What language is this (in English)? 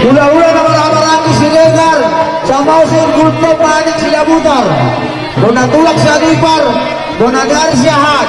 Batak Toba